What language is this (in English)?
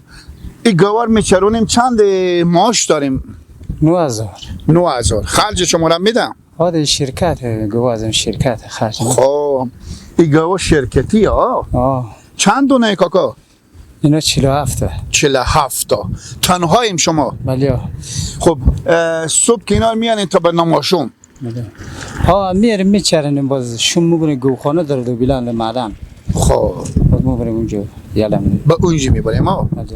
Persian